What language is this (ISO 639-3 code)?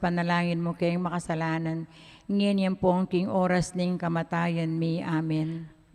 pam